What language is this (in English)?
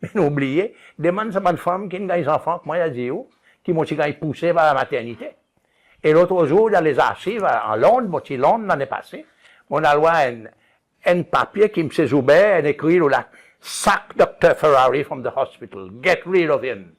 Seselwa Creole French